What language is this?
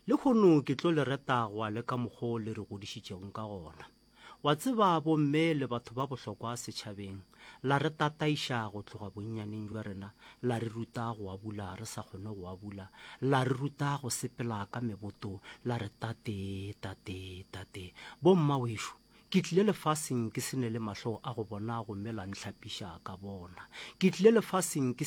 Northern Sotho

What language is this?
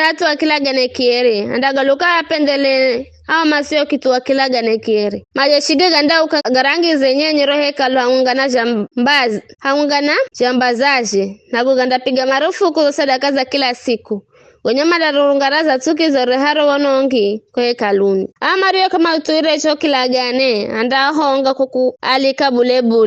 Giryama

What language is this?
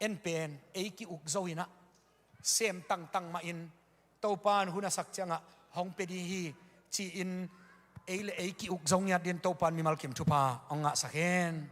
Tedim Chin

